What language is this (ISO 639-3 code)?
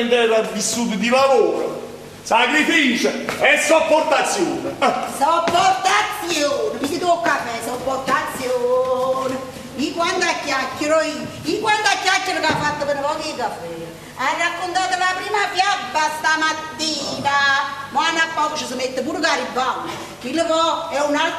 nap